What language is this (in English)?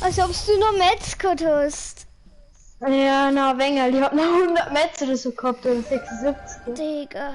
Bavarian